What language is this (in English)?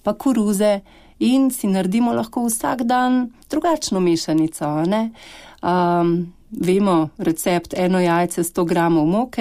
Slovenian